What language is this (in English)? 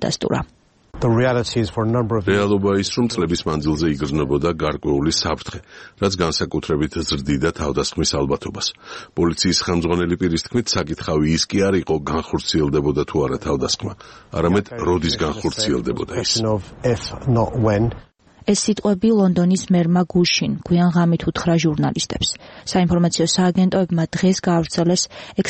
Georgian